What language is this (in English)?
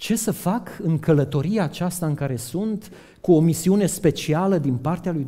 Romanian